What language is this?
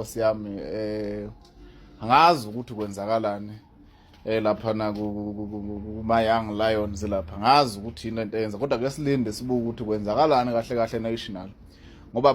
Zulu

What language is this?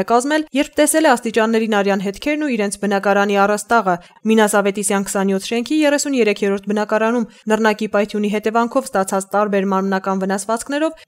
Armenian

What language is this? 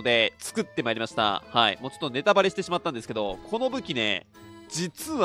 Japanese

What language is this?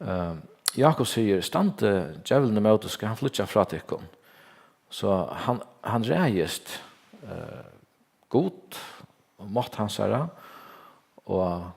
Faroese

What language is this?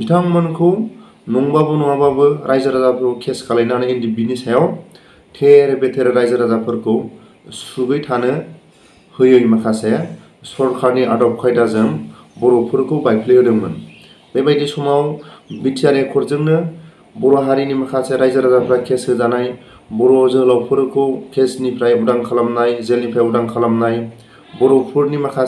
Bodo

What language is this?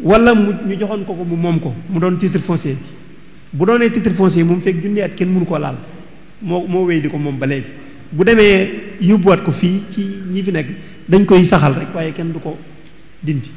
Wolof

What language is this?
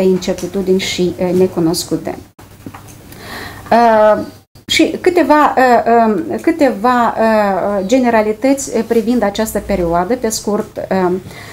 Romanian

